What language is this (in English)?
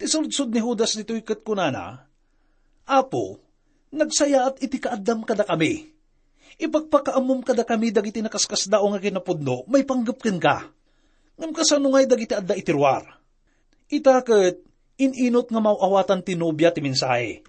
Iloko